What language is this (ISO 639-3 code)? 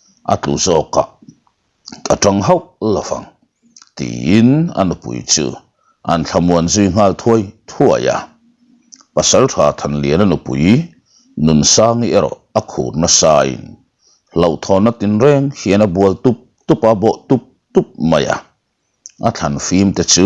lus